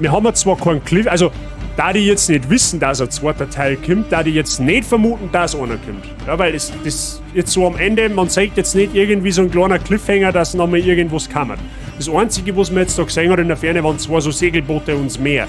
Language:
Bavarian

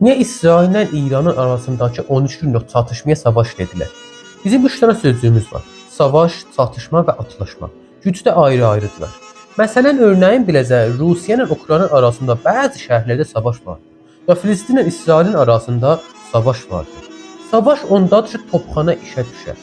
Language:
Azerbaijani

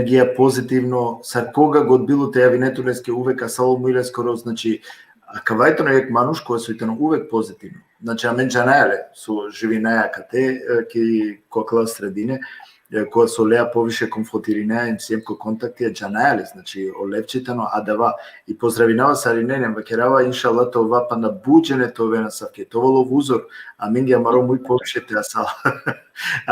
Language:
Balkan Romani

